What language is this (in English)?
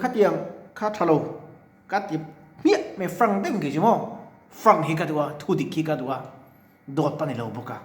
Mizo